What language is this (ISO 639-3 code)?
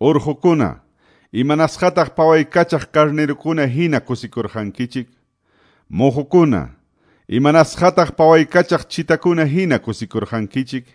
que